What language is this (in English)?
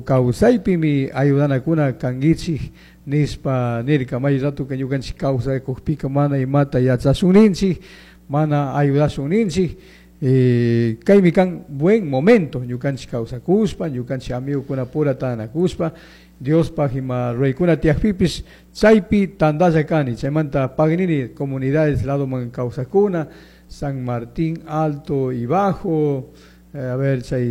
Chimborazo Highland Quichua